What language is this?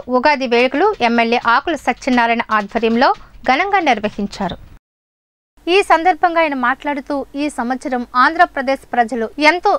Telugu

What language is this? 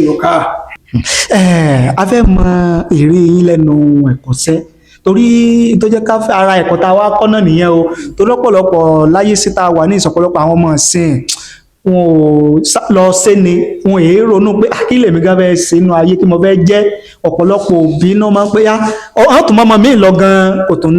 Yoruba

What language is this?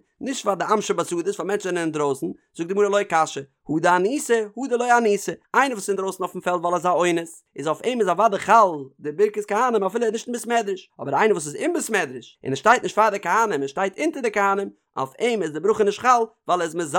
Yiddish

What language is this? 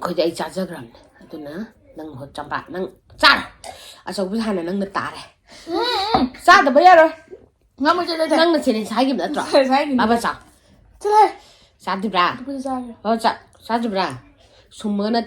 Manipuri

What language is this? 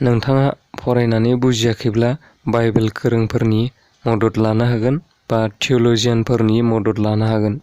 Bodo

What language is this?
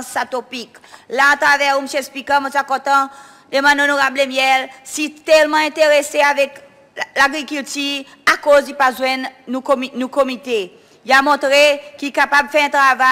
Seselwa Creole French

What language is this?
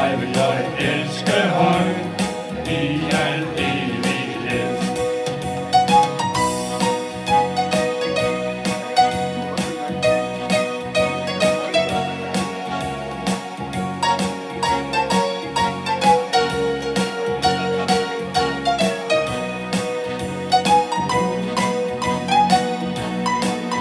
Danish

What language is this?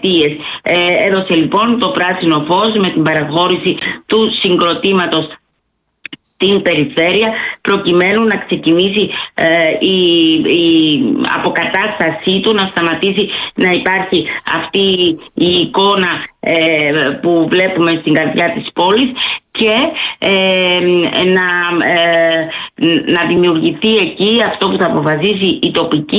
Greek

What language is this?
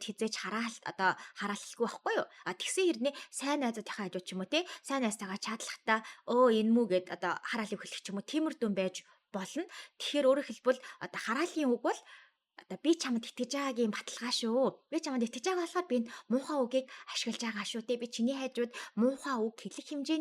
Mongolian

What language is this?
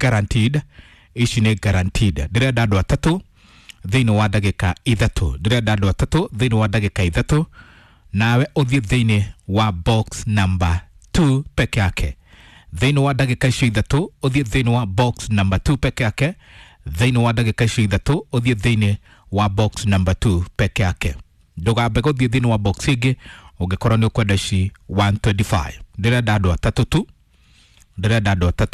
Kikuyu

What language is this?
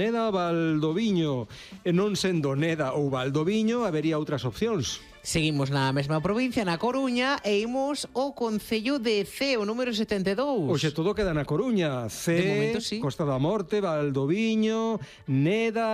Galician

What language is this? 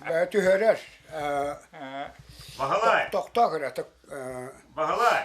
Yakut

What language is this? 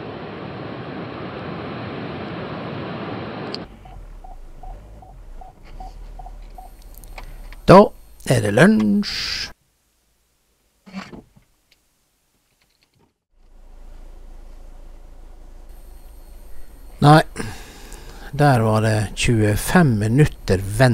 Norwegian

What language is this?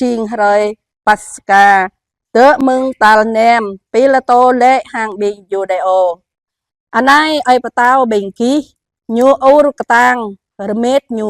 Jarai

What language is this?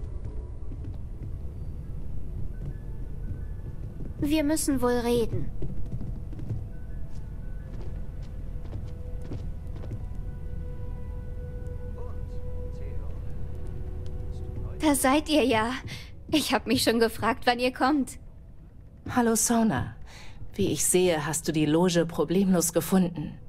German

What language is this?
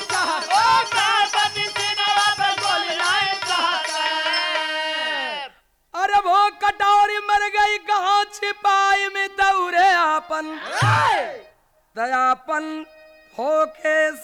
Bhojpuri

